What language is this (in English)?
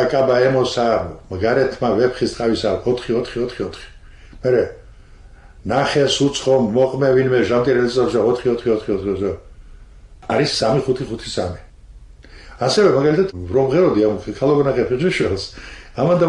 Georgian